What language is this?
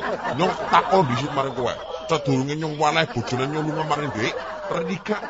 Javanese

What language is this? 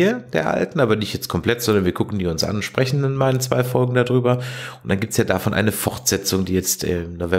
German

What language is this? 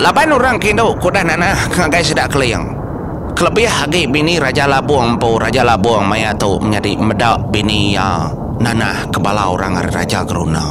Iban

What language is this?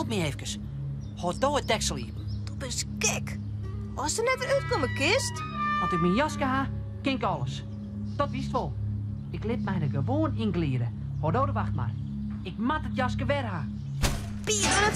Western Frisian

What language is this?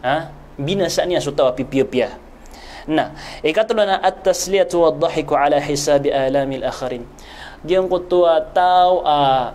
Maranao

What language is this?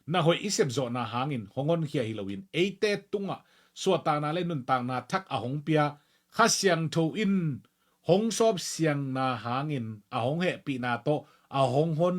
Tedim Chin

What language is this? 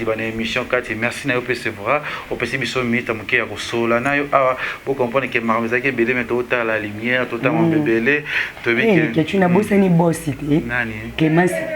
Lingala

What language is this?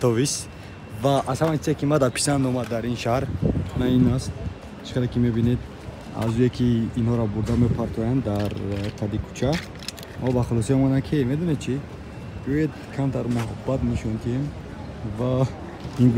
Tajik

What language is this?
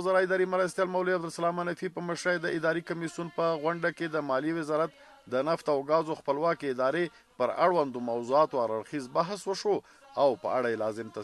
Pashto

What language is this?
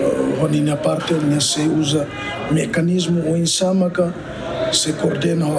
Tetum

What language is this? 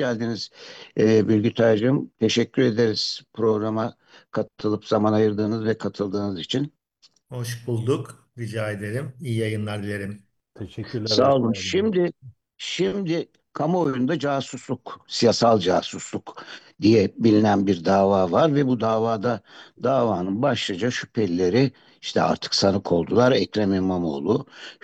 Turkish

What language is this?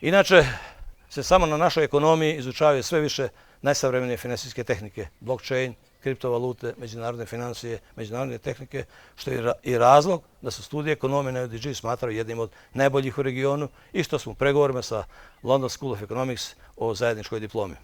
Bosnian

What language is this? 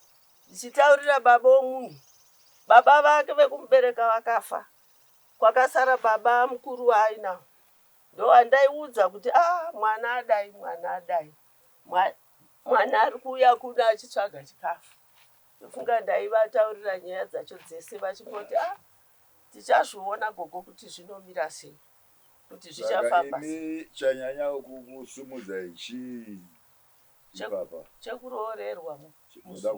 Shona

